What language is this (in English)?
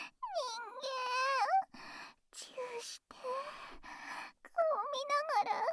Japanese